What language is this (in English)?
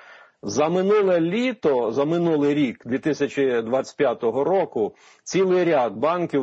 Ukrainian